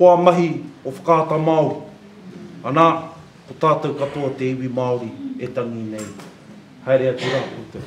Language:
Māori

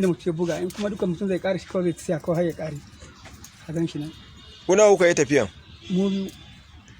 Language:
Hausa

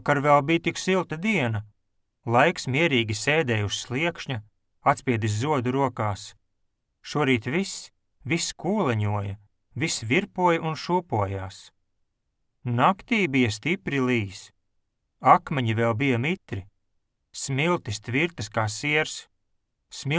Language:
Latvian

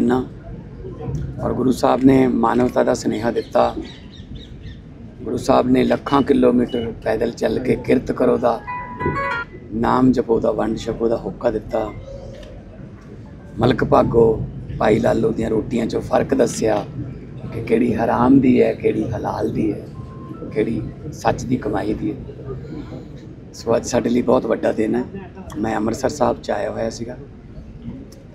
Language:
Punjabi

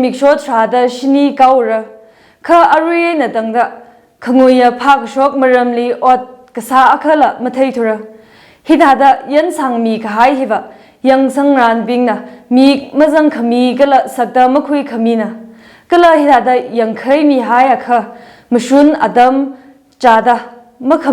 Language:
Tangkhul Naga (India)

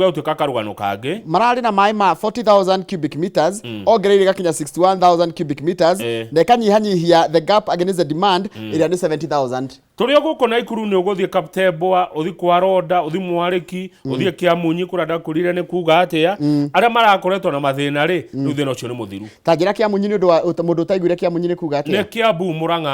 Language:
Kikuyu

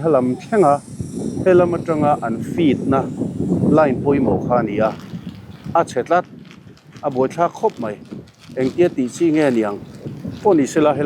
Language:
Mizo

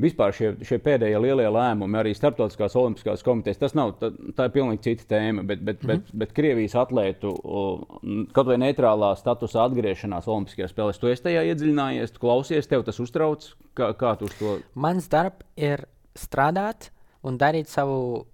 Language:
Latvian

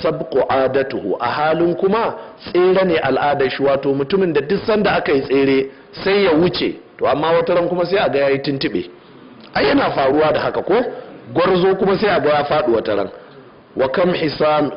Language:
Hausa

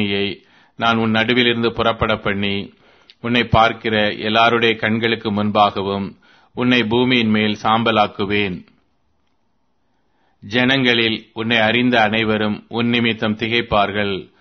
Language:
Tamil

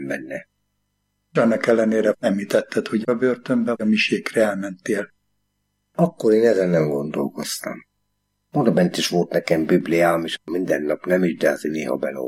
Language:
Hungarian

